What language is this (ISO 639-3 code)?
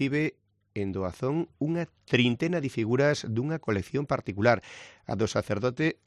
glg